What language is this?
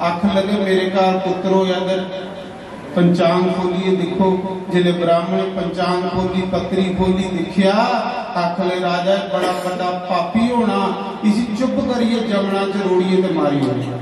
Dogri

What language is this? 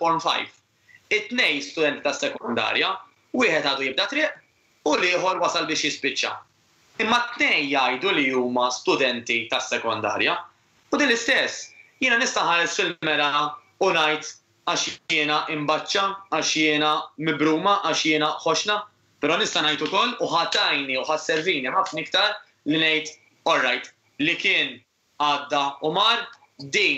Maltese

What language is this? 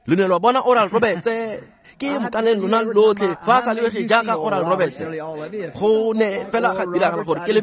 Tswana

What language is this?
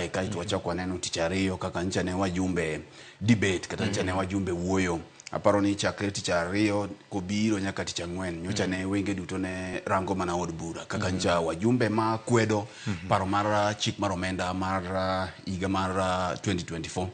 Luo (Kenya and Tanzania)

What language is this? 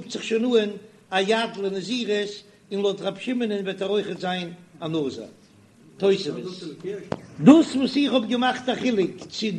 Yiddish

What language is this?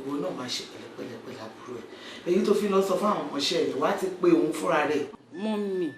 Yoruba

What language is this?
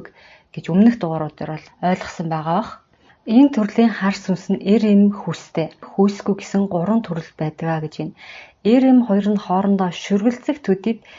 Mongolian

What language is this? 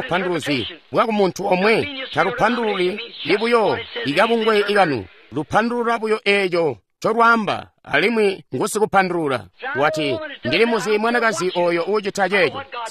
Tonga (Zambia)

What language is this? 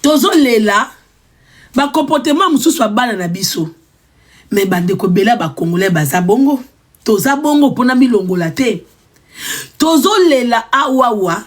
Lingala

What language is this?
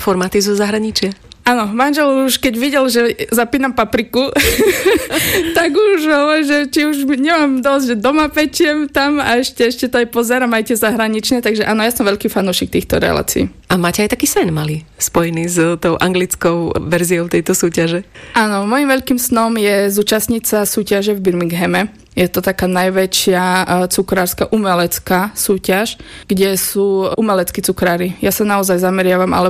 Slovak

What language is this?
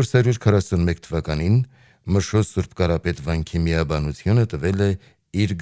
Armenian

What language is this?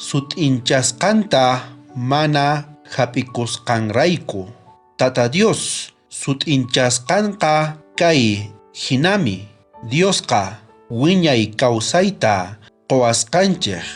South Bolivian Quechua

